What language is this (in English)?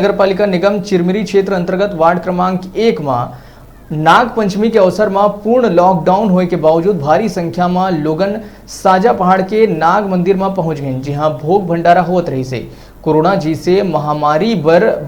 Chhattisgarhi